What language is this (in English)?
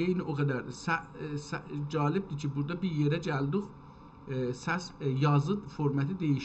South Azerbaijani